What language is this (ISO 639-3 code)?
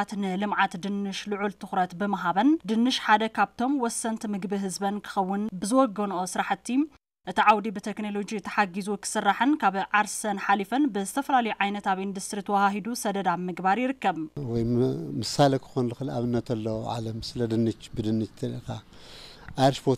tir